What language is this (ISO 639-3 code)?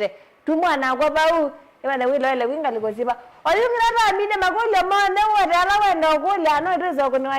kam